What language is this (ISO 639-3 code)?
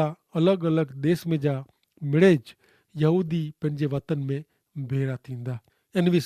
kfr